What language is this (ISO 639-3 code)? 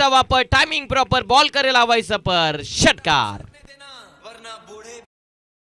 mar